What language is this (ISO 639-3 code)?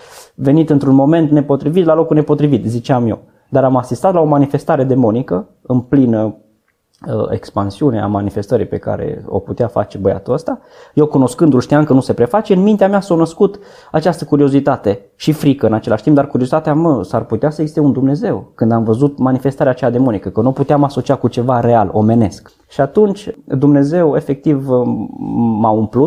ron